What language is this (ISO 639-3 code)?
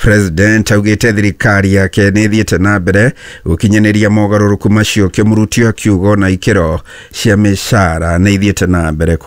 kik